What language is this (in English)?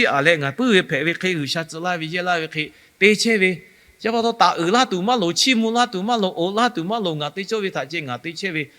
Lahu